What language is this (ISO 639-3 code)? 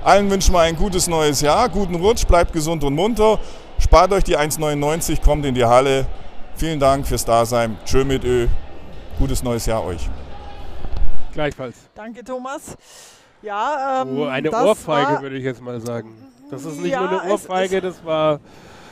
deu